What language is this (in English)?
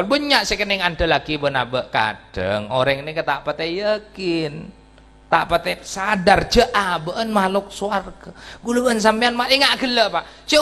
Madurese